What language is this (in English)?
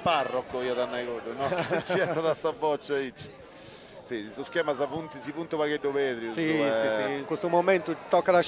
Sardinian